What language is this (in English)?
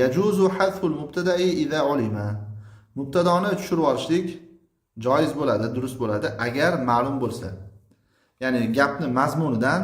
Uzbek